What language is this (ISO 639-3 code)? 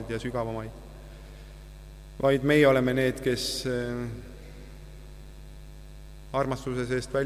est